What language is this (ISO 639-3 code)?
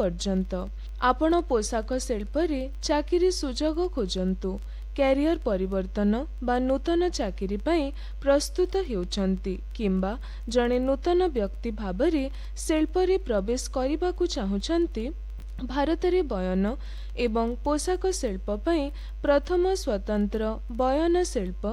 ori